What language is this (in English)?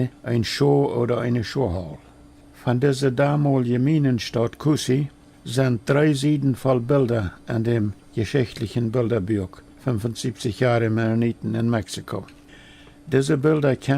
Plautdietsch